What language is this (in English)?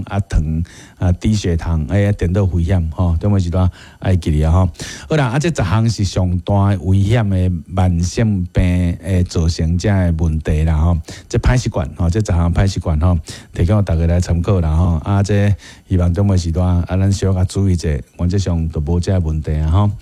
Min Nan Chinese